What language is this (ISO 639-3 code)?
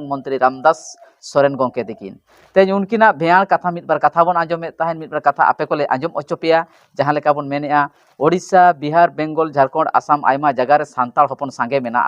sat